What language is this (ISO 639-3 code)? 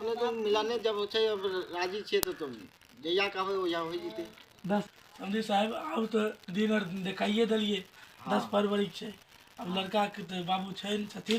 mai